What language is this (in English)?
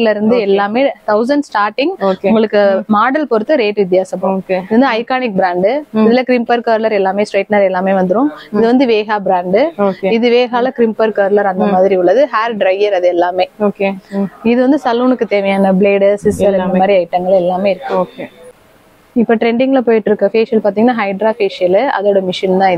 Tamil